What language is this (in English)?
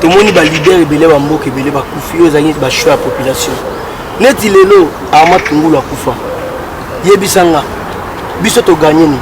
Lingala